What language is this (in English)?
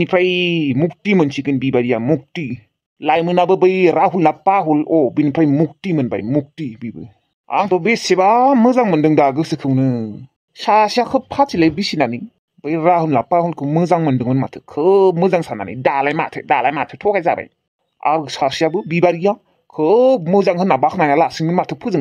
Bodo